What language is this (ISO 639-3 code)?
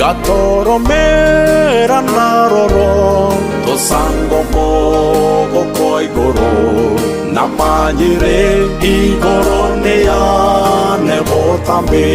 guz